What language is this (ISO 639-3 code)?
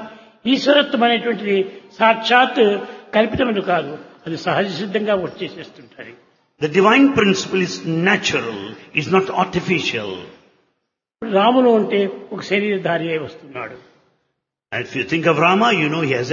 tel